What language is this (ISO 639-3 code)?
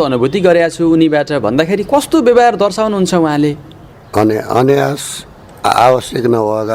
nep